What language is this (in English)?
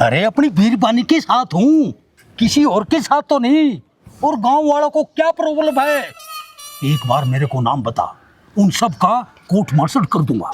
Haryanvi